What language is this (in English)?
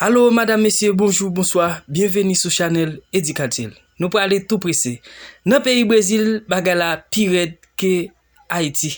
Haitian Creole